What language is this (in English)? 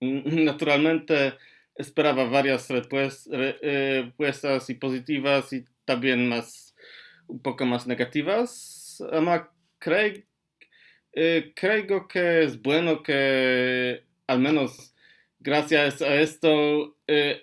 Ladino